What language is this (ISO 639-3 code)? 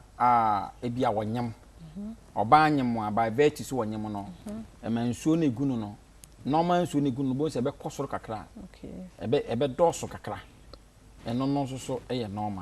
aka